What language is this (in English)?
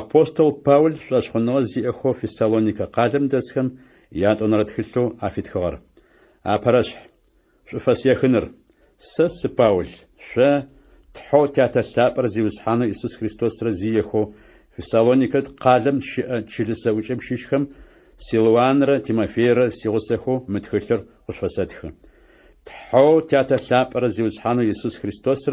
Adyghe